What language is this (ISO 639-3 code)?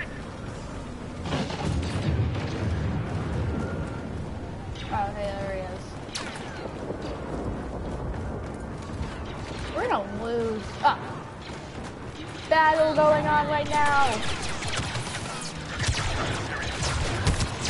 eng